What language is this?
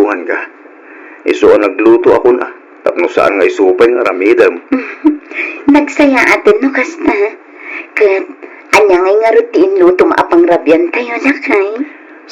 Iloko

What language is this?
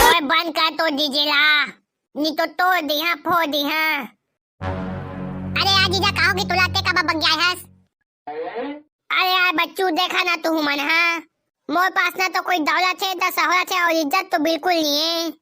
Chhattisgarhi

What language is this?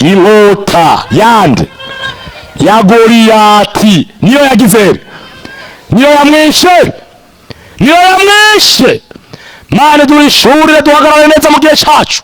Rundi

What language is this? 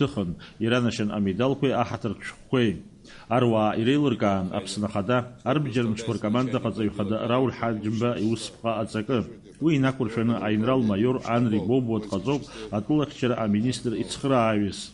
Abkhazian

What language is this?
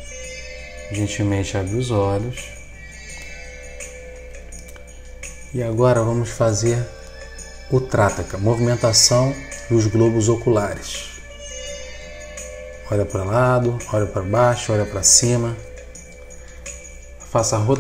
Portuguese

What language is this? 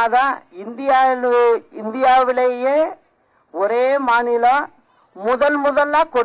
Tamil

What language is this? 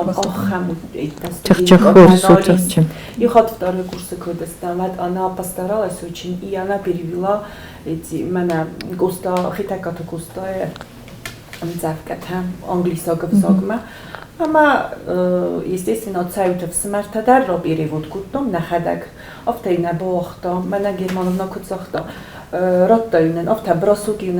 Ossetic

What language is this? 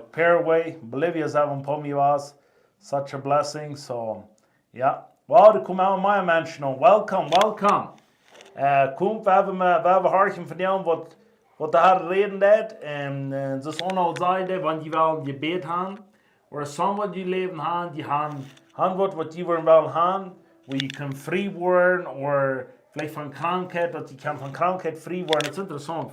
Plautdietsch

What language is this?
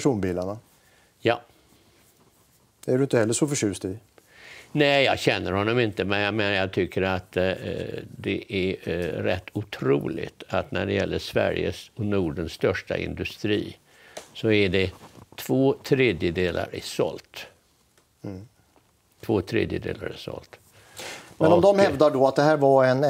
Swedish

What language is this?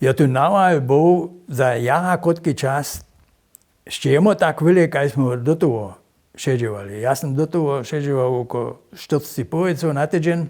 Upper Sorbian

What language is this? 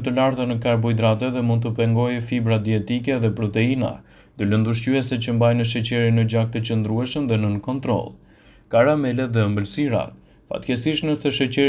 Albanian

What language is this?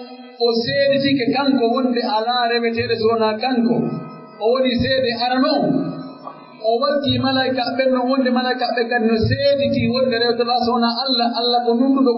Pular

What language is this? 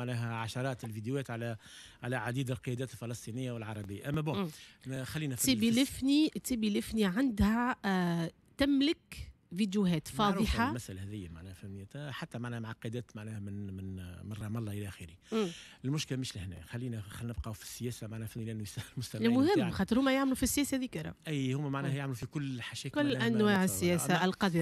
Tunisian Arabic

